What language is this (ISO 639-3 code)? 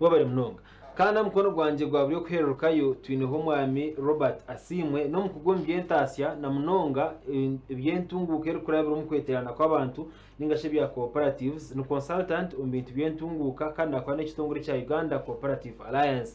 nyn